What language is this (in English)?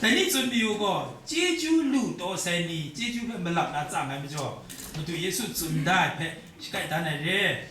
Kachin